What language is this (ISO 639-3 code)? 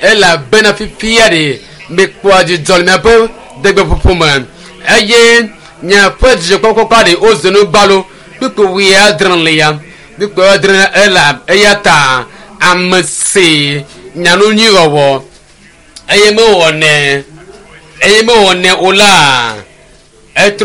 ewe